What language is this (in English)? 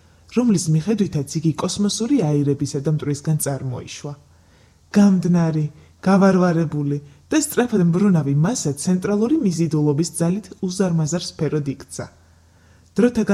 Georgian